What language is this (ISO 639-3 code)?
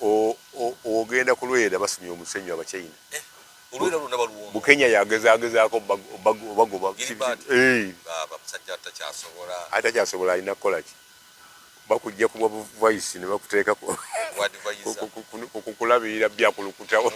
lug